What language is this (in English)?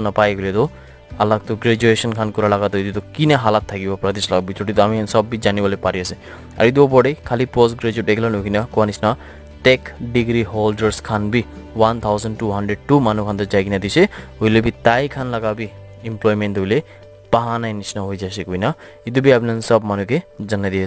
Naga Pidgin